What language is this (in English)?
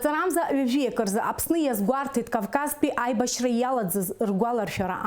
Abkhazian